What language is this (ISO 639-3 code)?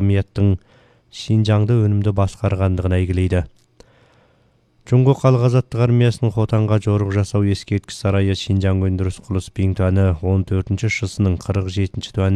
kaz